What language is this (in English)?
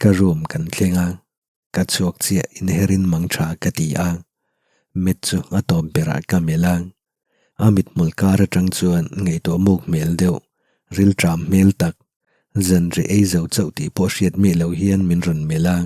Mizo